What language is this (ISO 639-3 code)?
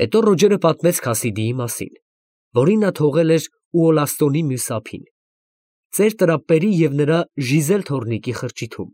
hye